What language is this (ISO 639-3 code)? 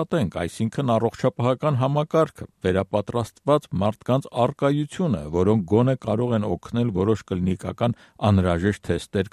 hye